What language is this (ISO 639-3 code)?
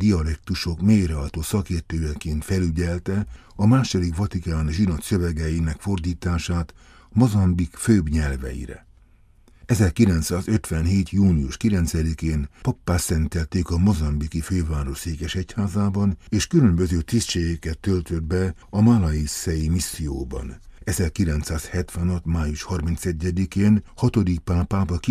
hun